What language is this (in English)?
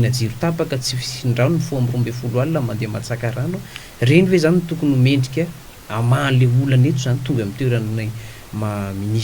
Malagasy